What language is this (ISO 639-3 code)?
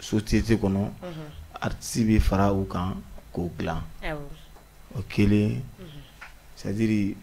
bam